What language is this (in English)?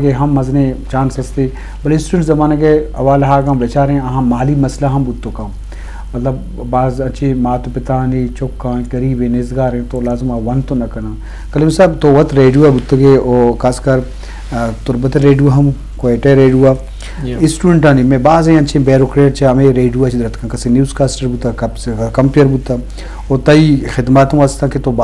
Eastern Balochi